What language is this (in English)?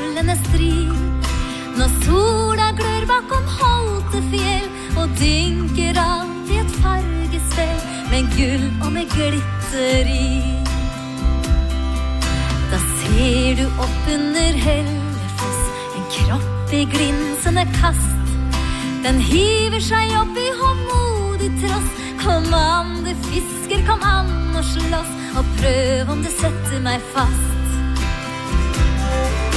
Norwegian